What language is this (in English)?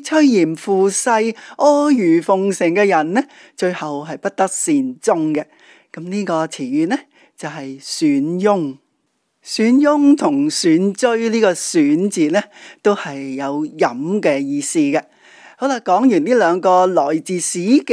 Cantonese